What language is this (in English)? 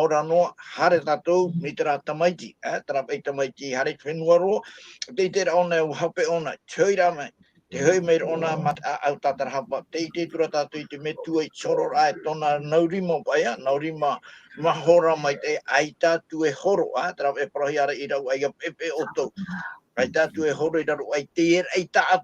Tahitian